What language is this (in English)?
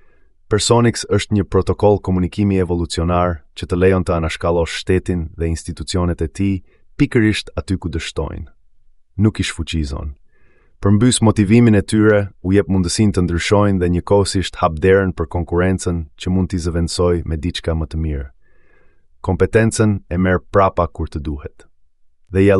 Albanian